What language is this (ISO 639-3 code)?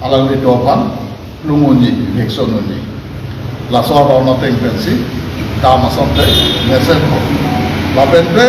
mjw